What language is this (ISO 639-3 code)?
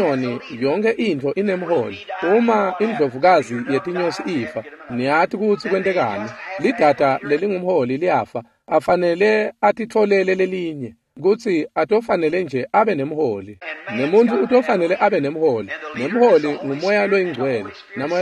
ssw